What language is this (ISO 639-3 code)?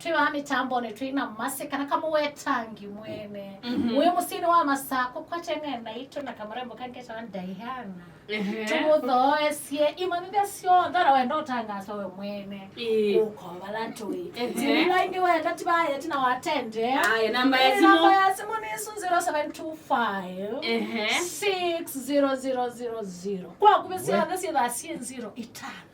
kam